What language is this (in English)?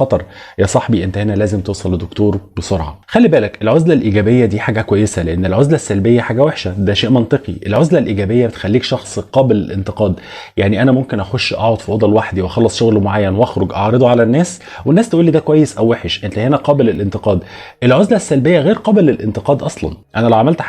Egyptian Arabic